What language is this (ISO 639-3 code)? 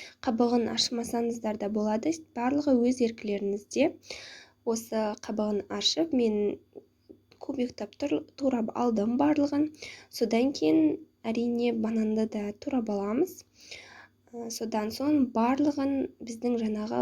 kaz